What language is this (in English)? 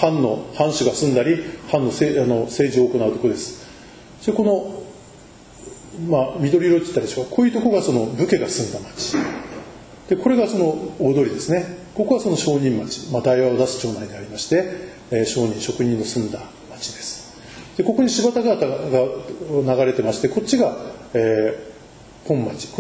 Japanese